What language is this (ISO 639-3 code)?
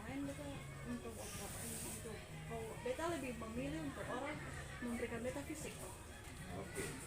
abs